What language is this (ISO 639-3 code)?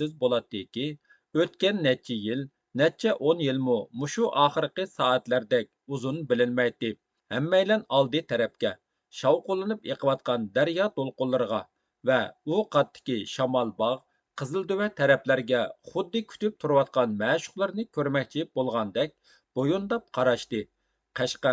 uig